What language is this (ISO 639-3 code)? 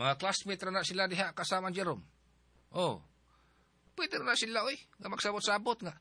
ceb